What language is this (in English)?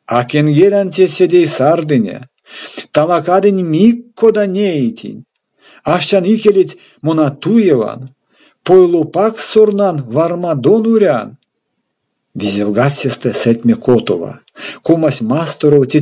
Erzya